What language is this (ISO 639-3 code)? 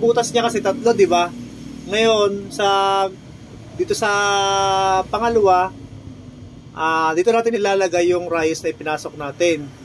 fil